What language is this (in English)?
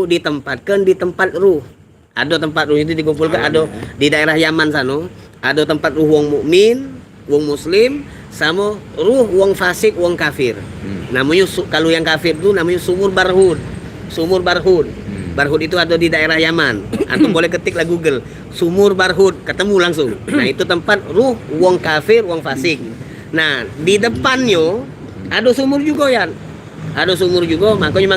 Musi